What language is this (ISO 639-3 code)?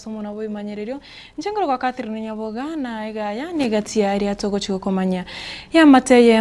guz